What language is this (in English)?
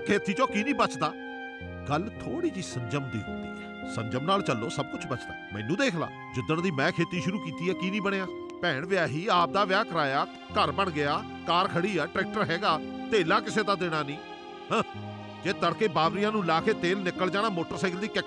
Punjabi